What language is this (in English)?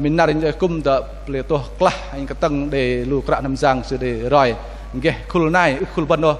Bahnar